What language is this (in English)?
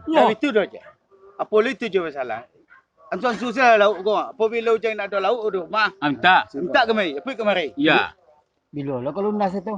Minangkabau